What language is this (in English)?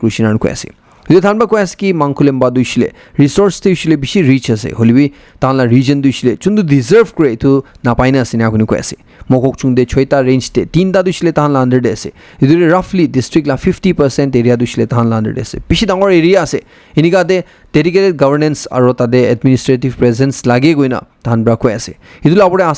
Naga Pidgin